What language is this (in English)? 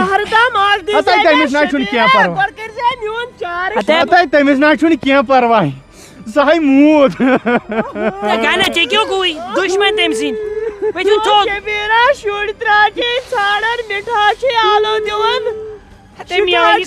Kashmiri